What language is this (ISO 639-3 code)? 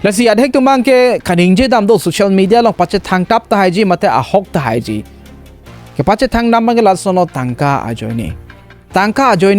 mjw